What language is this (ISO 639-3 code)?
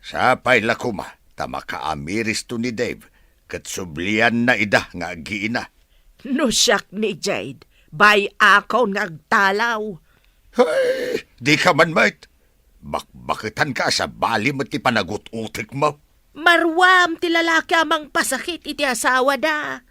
ilo